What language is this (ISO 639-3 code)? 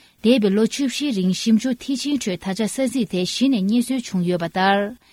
bod